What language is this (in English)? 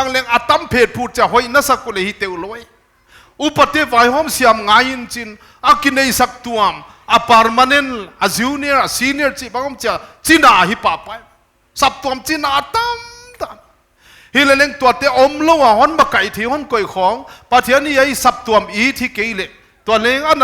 Paite Chin